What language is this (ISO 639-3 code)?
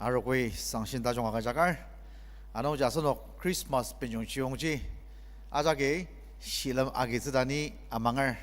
njo